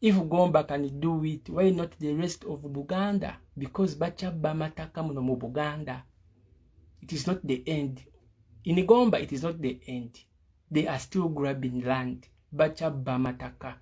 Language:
Ganda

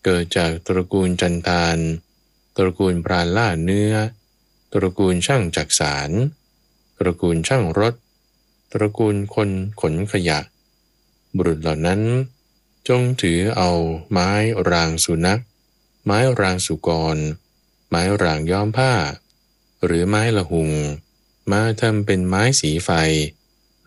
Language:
Thai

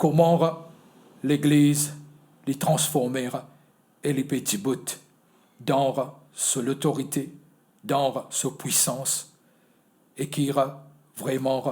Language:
Morisyen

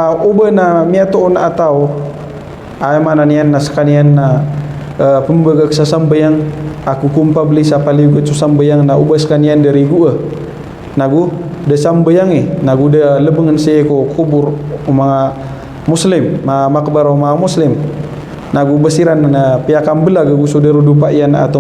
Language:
Maranao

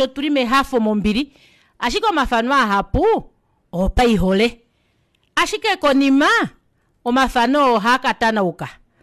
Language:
Kuanyama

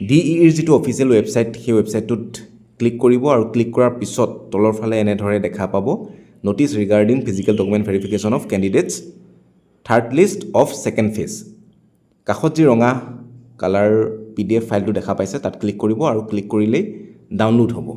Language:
Assamese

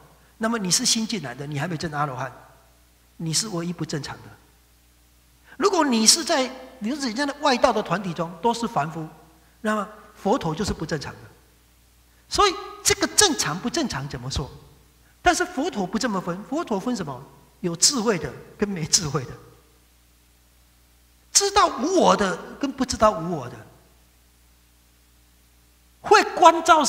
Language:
Chinese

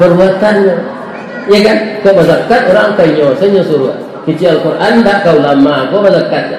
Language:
Minangkabau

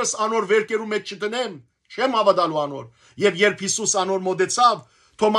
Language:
Western Armenian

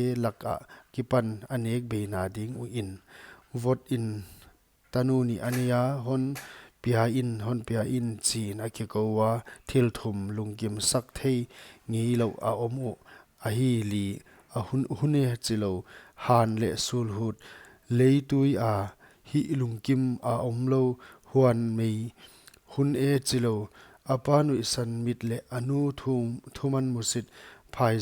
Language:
Paite Chin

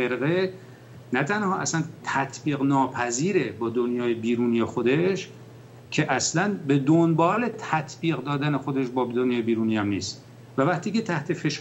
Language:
Persian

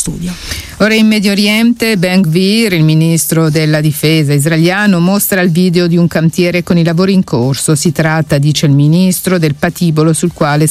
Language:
Italian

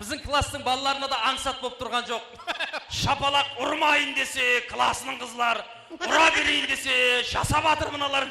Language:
Kara-Kalpak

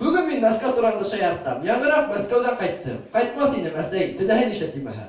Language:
Bashkir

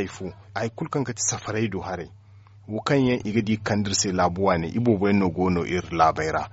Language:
Zarma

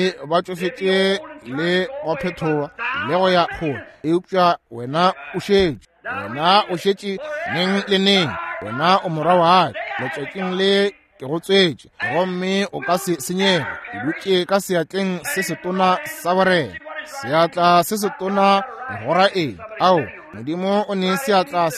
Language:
Northern Sotho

